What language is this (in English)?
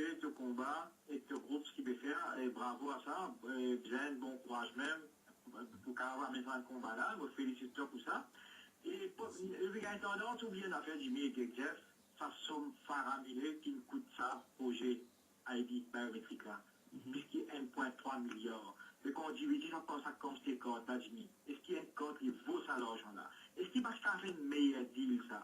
Morisyen